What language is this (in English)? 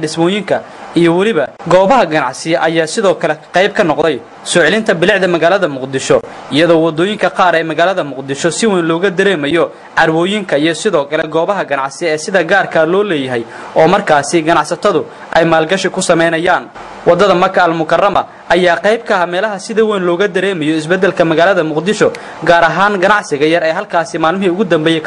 Somali